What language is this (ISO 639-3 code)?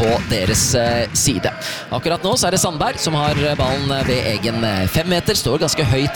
nor